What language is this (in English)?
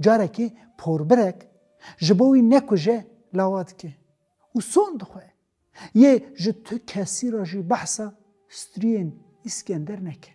Kurdish